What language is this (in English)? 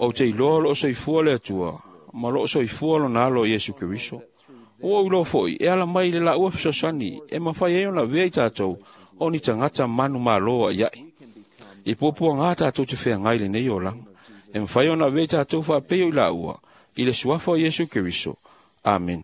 Samoan